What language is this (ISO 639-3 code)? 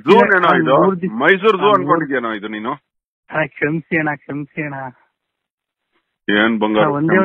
kan